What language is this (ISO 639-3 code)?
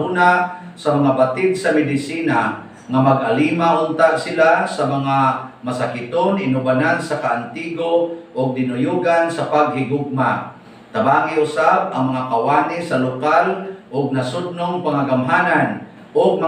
ceb